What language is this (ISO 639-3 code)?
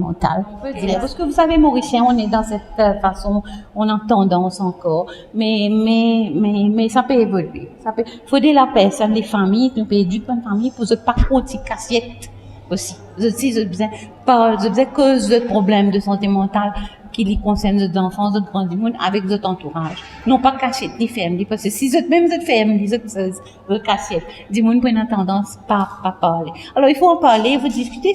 mfe